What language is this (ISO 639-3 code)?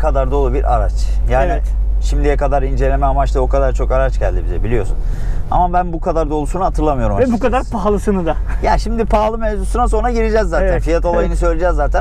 tur